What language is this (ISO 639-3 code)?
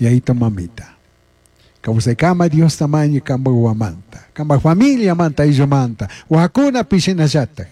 qug